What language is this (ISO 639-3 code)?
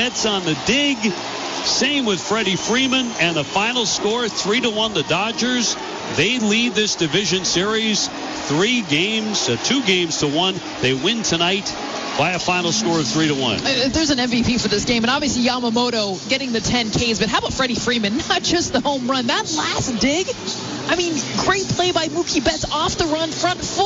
eng